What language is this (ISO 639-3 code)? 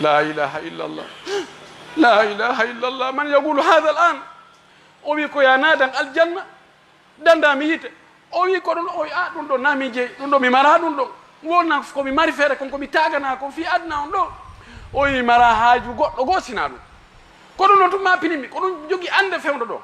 ful